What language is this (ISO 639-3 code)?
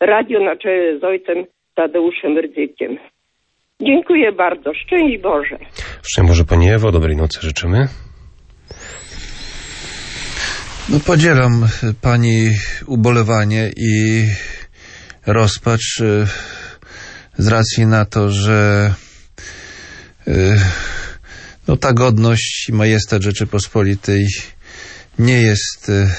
pol